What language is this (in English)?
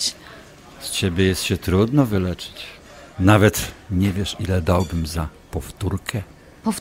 Polish